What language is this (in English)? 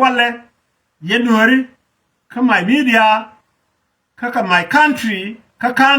Nuer